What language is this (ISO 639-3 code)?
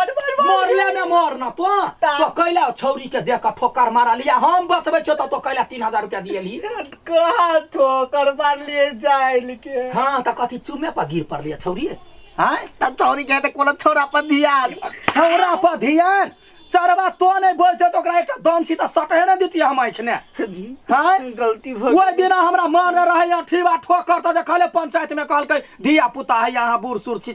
mai